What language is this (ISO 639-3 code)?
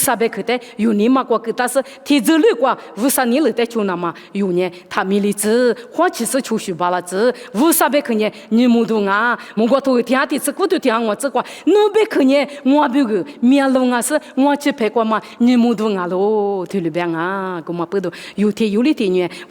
lis